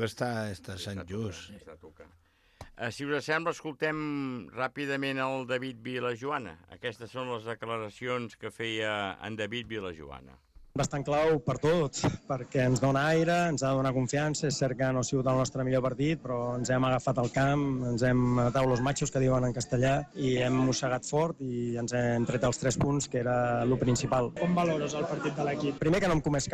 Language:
Catalan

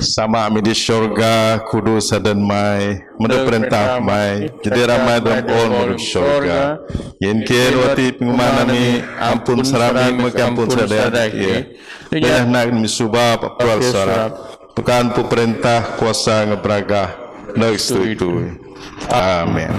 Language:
Biatah Bidayuh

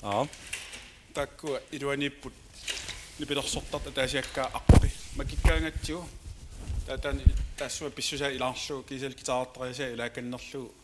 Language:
Kalaallisut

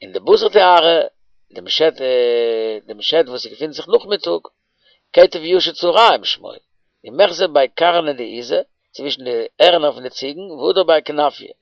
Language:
Yiddish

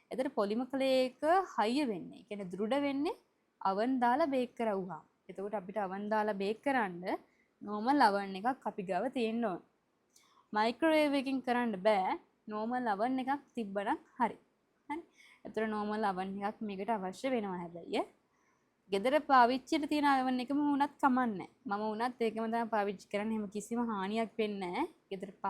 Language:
Sinhala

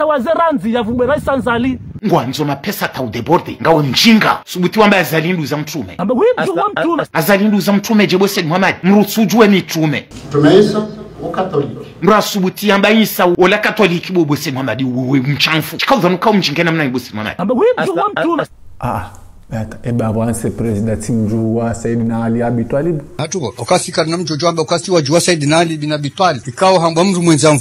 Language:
Ngazidja Comorian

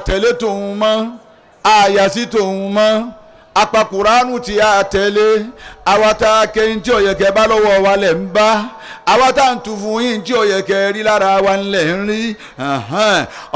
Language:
Yoruba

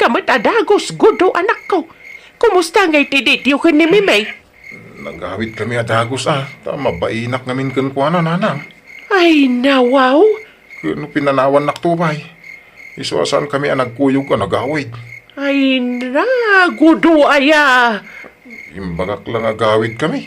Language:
Iloko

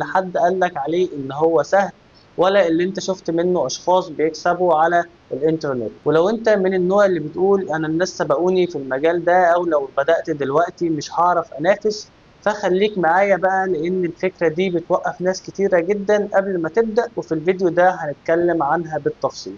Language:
Egyptian Arabic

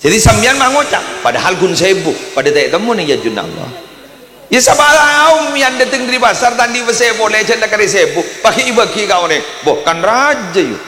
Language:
Madurese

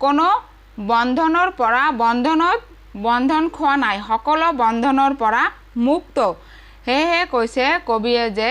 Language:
Assamese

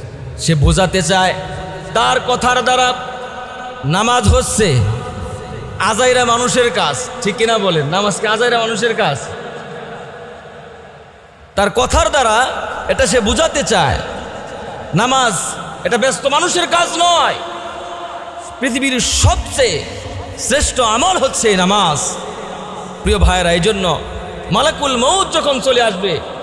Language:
Bangla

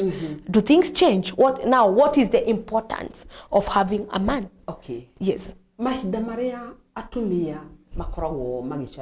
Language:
Kikuyu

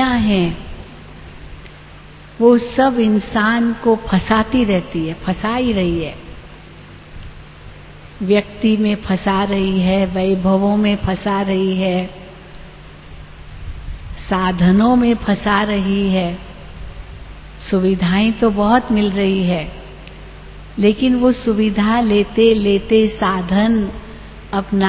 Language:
Hindi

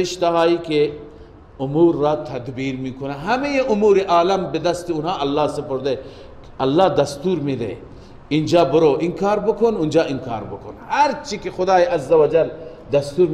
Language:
Persian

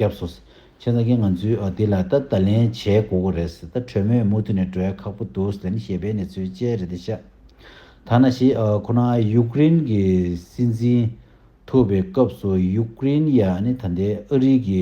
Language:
Tibetan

